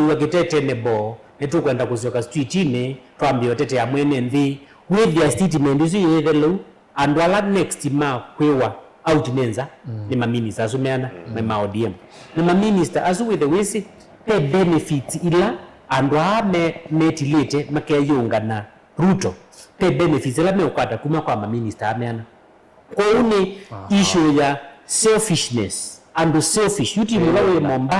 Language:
Kamba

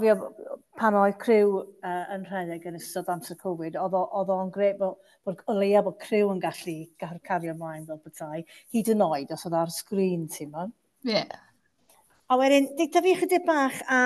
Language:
Welsh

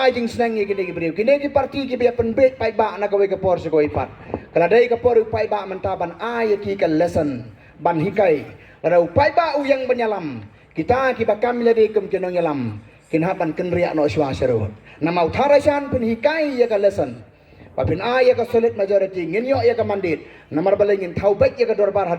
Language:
Khasi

